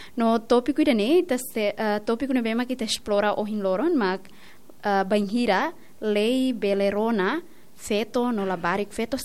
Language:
Tetum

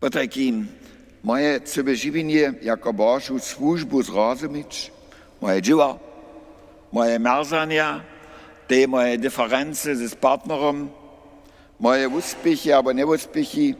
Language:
Upper Sorbian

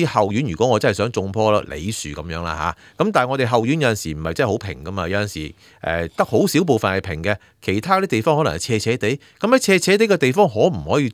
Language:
Cantonese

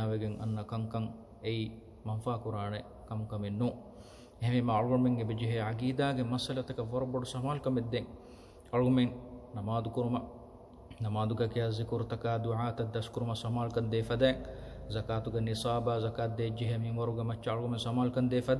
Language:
Divehi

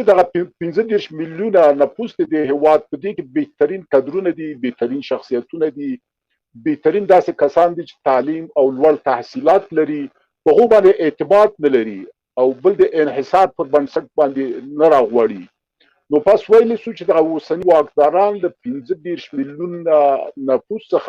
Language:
Pashto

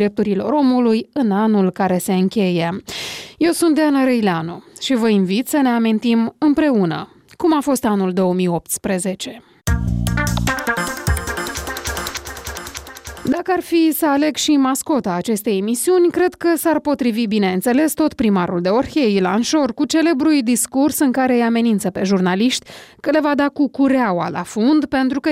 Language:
Romanian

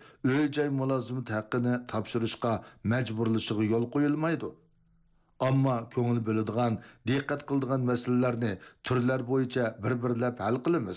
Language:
Uyghur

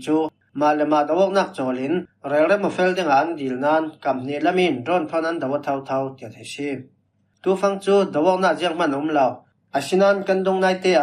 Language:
Falam Chin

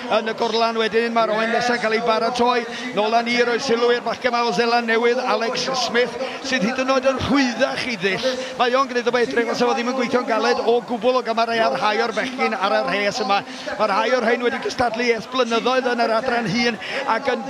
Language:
Welsh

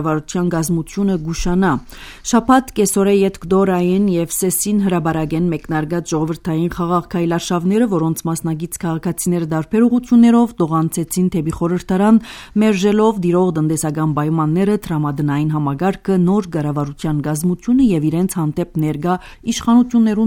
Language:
Armenian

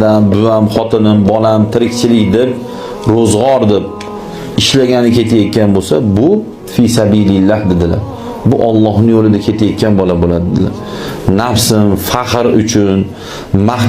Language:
Uzbek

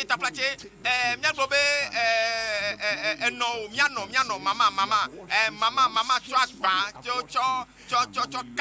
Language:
Ewe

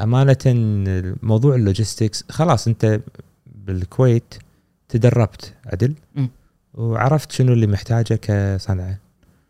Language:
Gulf Arabic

